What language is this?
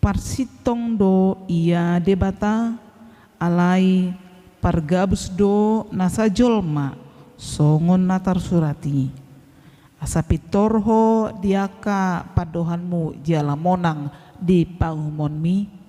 Batak Toba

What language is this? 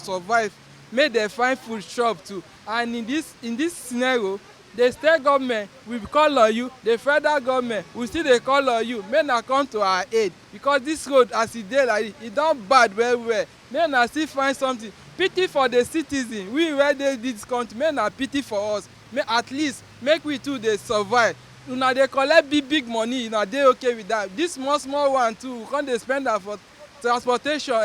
Nigerian Pidgin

